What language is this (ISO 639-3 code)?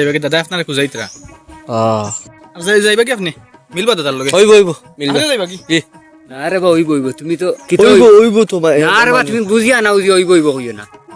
syl